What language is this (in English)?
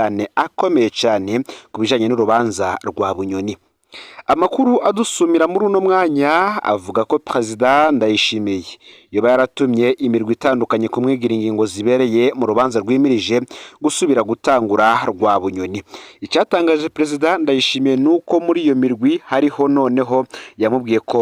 Rundi